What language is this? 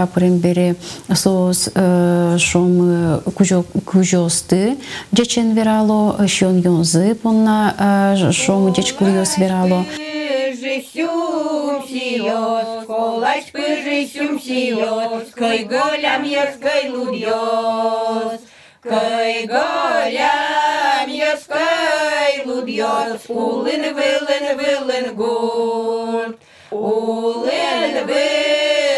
Udmurt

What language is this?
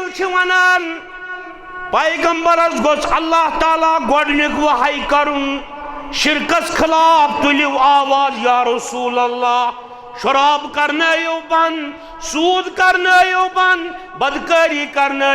Kashmiri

